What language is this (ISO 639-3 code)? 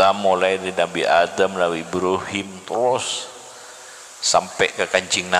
mad